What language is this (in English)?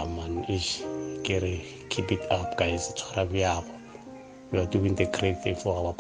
Northern Sotho